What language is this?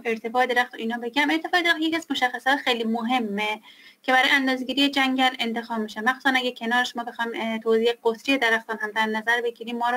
Persian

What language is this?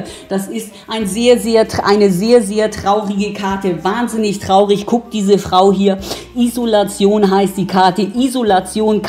German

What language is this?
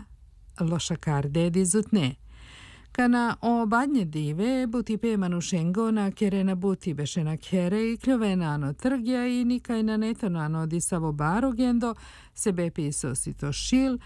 Serbian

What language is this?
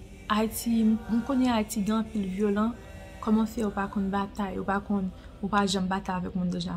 Haitian Creole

